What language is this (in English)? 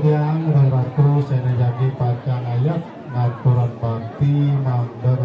Balinese